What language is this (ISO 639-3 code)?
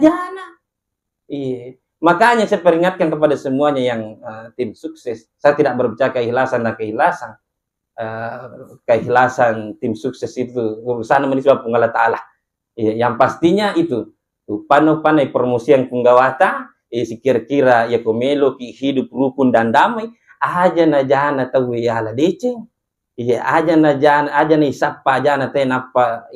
bug